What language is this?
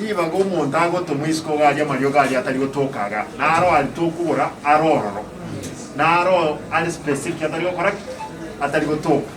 Gusii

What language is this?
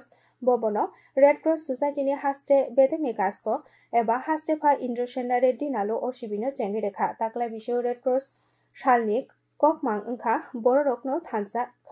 Kok Borok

